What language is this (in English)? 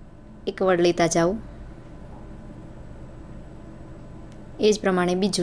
Gujarati